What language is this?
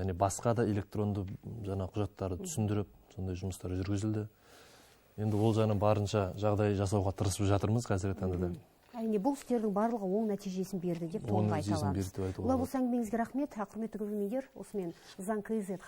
Kazakh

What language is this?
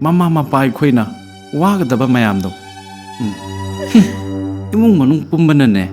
Manipuri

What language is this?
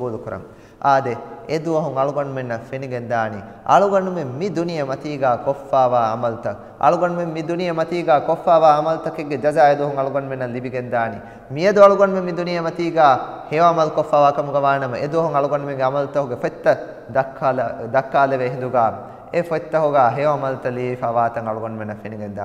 Divehi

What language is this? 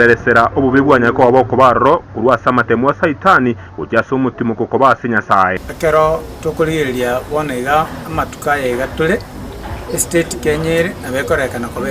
Gusii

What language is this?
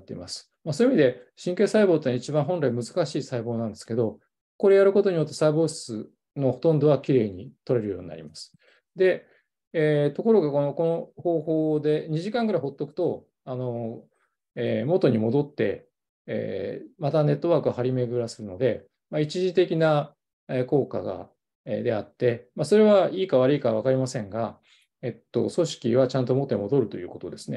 Japanese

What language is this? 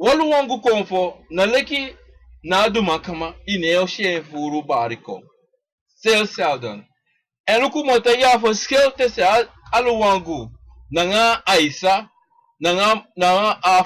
Sranan Tongo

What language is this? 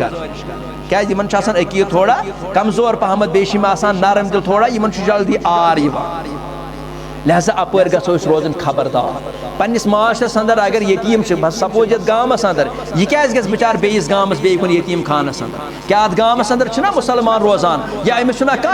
Kashmiri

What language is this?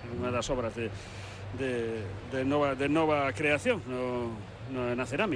Galician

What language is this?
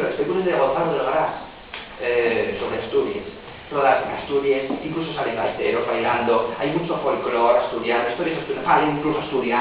Asturian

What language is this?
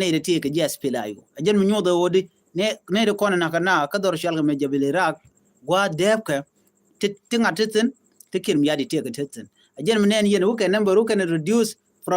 Nuer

